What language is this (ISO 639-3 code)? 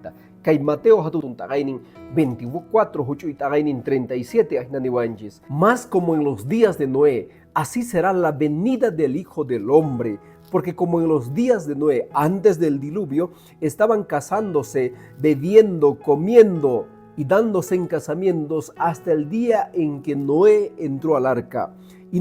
que